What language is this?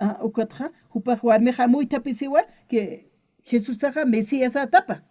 Aymara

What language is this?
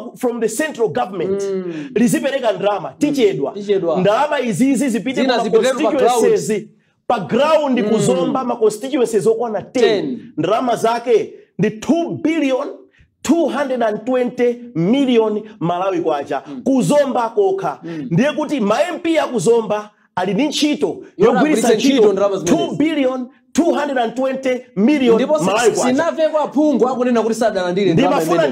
Nyanja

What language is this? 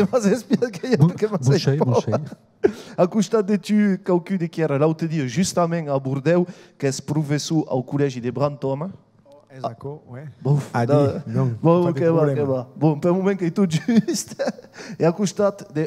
Occitan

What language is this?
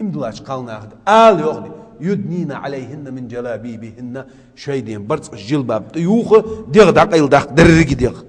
Ingush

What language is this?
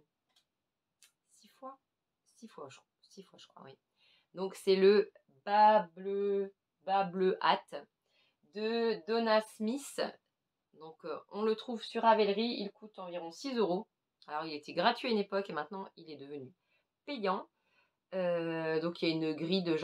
French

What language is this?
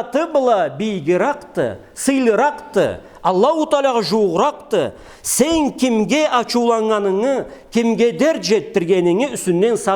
Karachay-Balkar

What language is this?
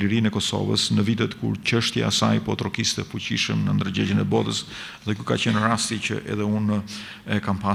Albanian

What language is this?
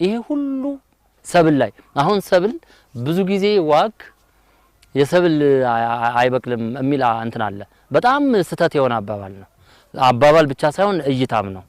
Amharic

